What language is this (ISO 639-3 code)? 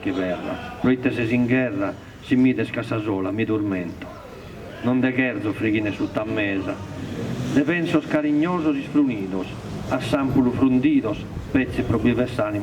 srd